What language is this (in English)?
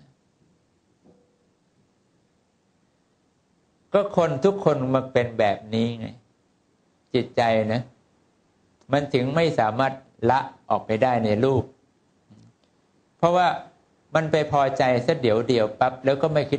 Thai